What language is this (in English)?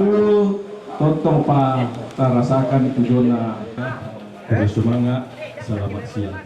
Toraja-Sa'dan